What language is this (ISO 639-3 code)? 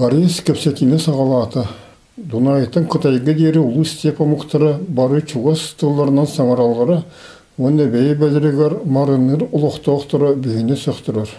sah